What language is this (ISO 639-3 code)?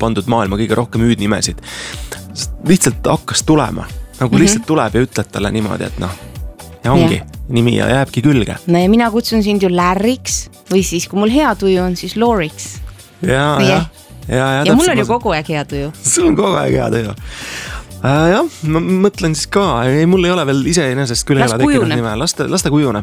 est